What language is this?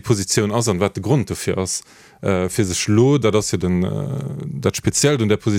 Luxembourgish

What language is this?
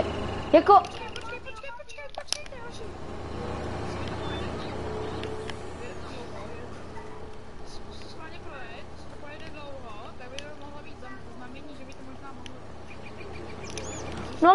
Czech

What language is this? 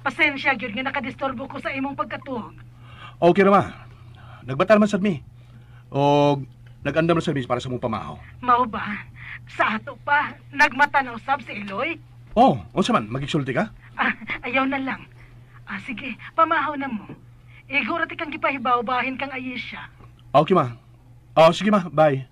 Cebuano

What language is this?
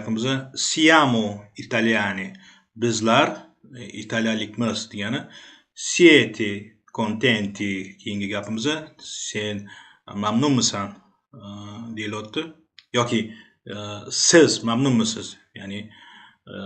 Uzbek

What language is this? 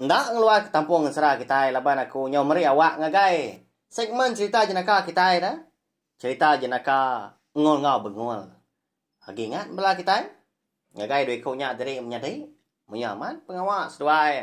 Iban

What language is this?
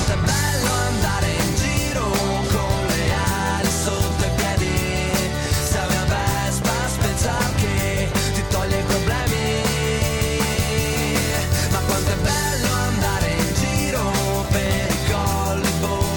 Italian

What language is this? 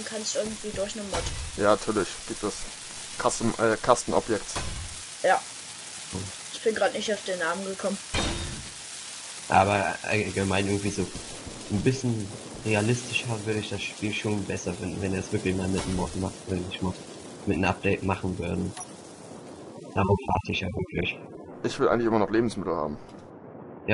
German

